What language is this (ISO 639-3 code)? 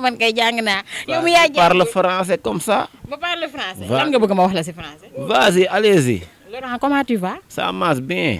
wol